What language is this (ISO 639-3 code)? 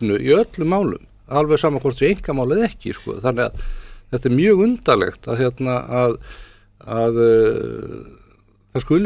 isl